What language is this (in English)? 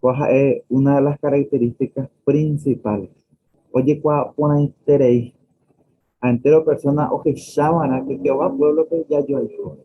Guarani